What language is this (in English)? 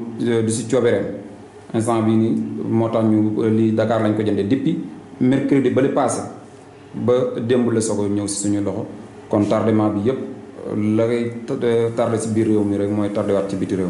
Wolof